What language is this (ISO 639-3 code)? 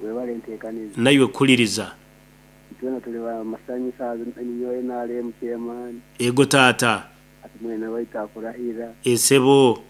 nyo